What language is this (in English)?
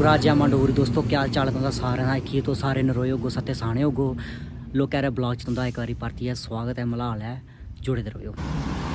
Dogri